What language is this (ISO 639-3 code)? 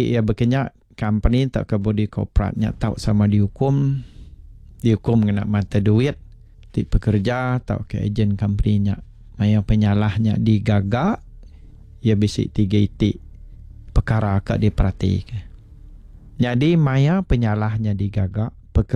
iba